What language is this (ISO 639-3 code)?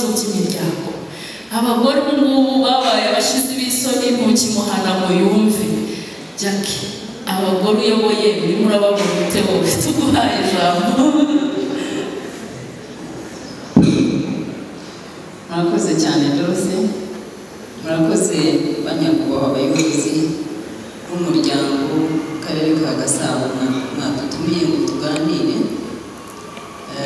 kin